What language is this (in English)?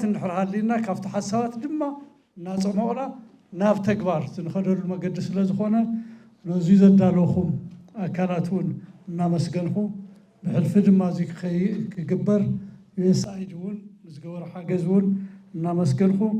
Tigrinya